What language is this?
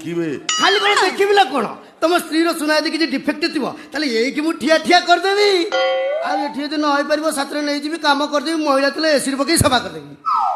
Odia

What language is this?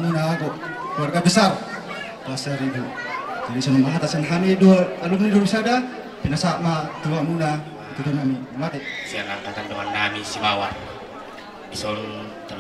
Batak Toba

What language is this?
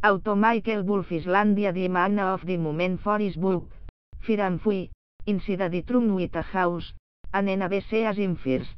English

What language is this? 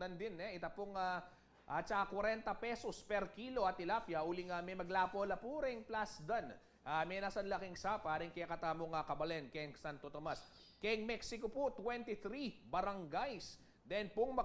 Pampanga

